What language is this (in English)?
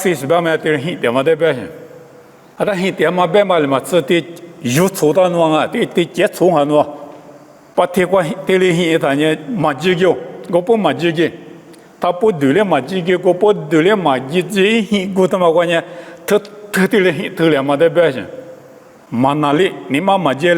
Lisu